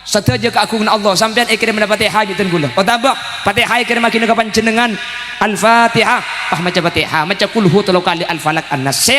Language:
Madurese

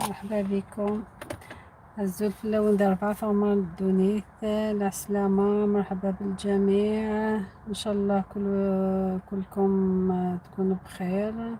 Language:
Algerian Arabic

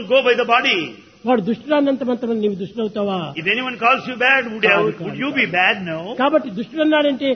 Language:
Telugu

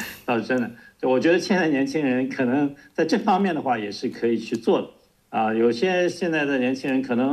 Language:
Chinese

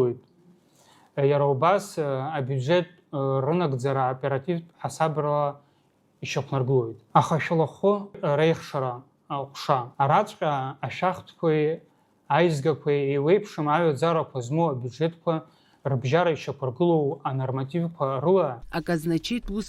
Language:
Abkhazian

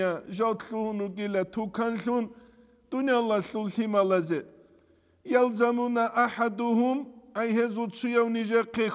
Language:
Avaric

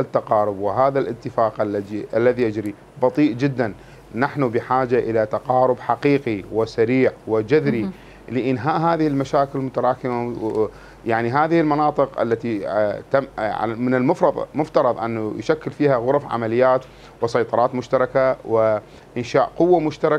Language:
Mesopotamian Arabic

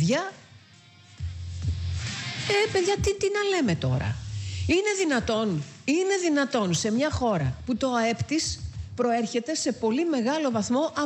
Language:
Greek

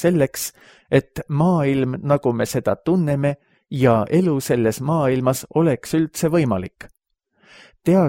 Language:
Estonian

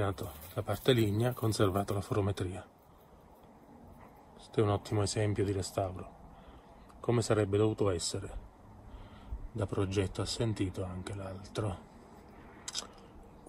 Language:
Italian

